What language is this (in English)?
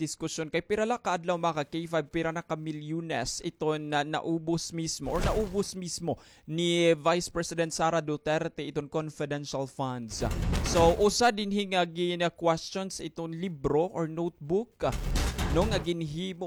Waray